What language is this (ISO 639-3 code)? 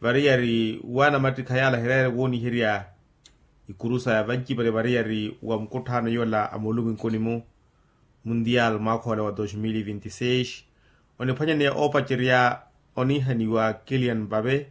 vmw